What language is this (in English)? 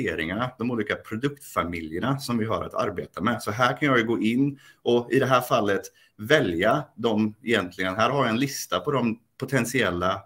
Swedish